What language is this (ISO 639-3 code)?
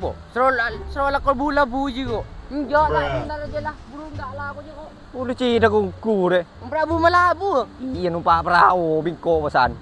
mad